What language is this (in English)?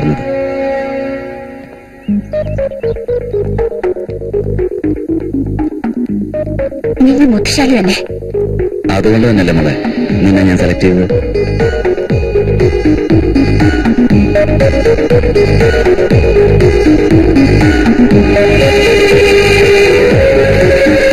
Malayalam